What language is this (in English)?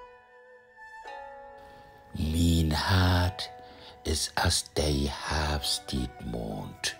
Low German